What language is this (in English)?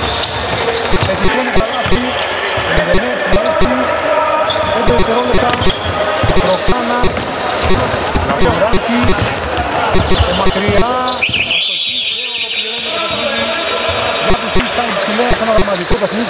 Greek